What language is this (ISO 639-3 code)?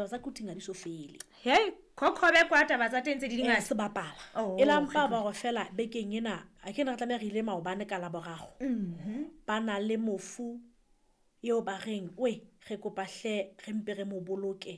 sot